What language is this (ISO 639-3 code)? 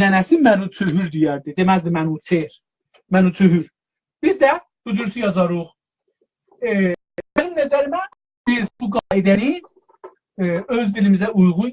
azb